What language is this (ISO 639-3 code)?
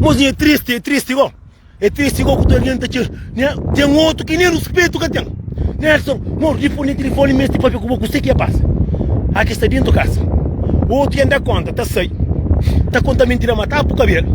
kea